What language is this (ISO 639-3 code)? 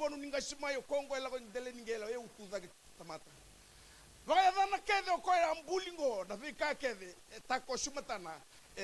fij